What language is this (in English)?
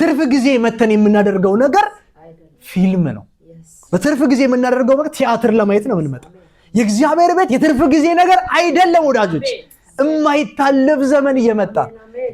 Amharic